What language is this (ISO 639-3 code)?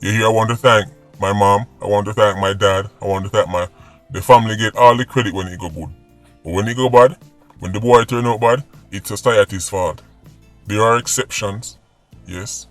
jam